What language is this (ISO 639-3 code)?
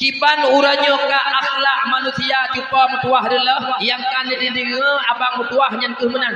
ace